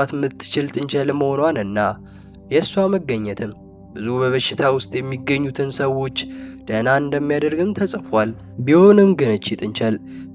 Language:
Amharic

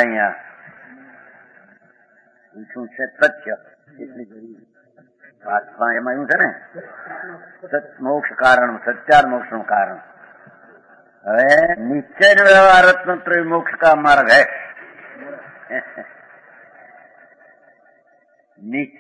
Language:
Gujarati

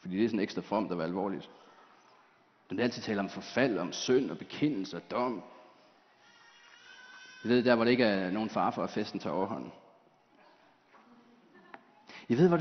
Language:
Danish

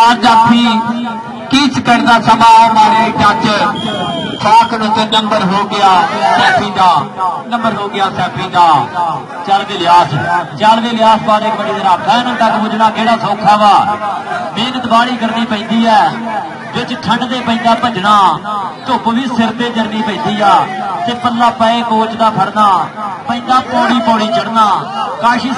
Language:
Punjabi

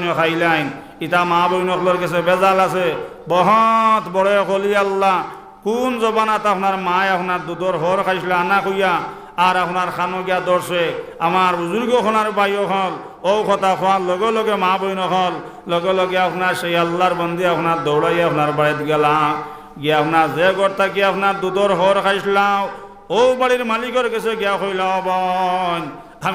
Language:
Sylheti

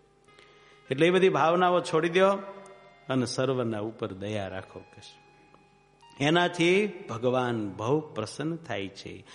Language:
Gujarati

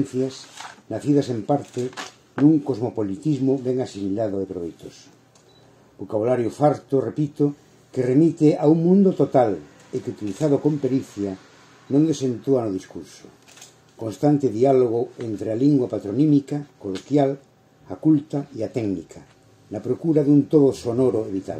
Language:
Galician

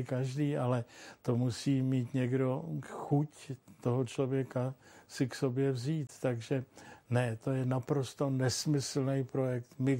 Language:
Czech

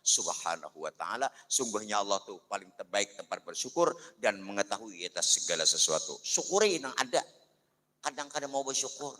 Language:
Banjar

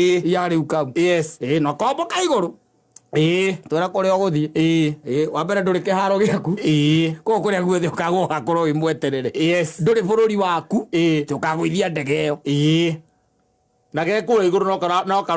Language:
Kikuyu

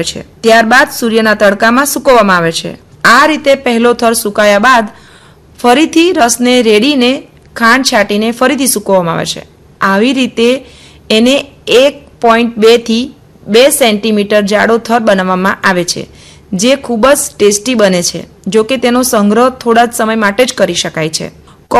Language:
Gujarati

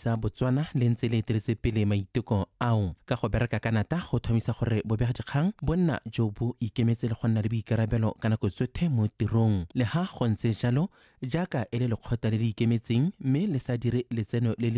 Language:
Tswana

